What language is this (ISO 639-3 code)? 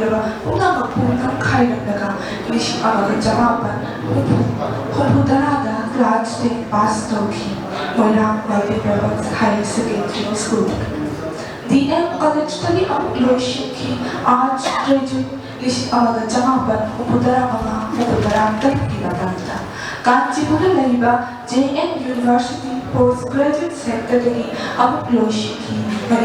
mni